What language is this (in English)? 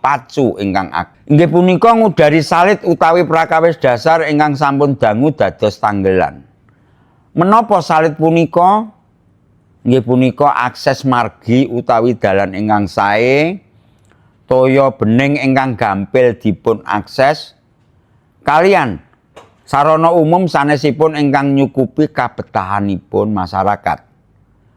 Javanese